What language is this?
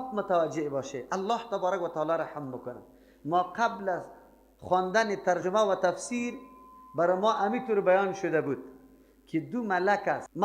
Persian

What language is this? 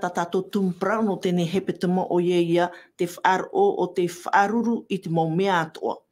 Tahitian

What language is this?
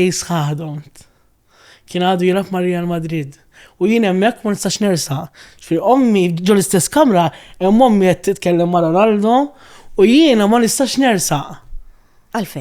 Maltese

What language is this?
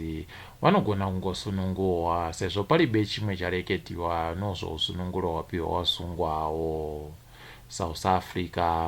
Ndau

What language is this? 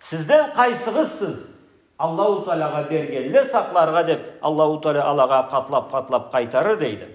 Karachay-Balkar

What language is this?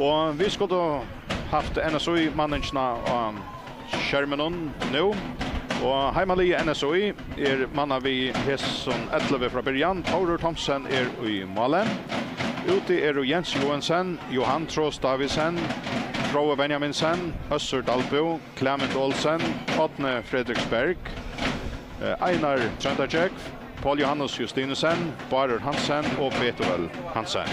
Faroese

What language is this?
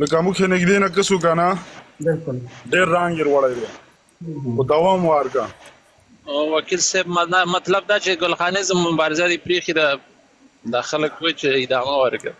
Pashto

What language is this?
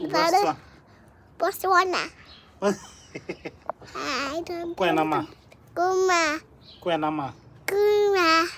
Tswana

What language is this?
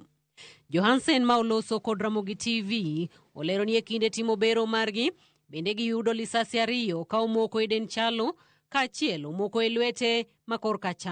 Luo (Kenya and Tanzania)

